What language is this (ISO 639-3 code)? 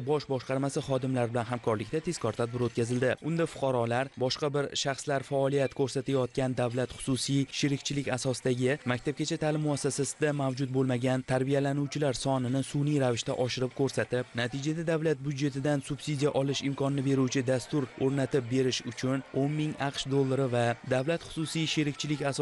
uzb